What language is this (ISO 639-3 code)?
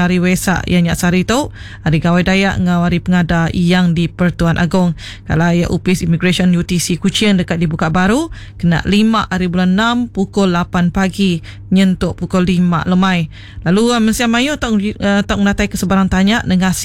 iba